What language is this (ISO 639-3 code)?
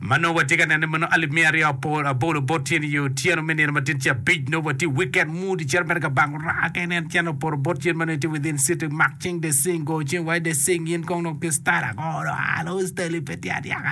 ach